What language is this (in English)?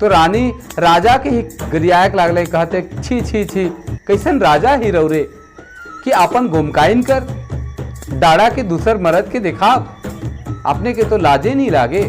Sadri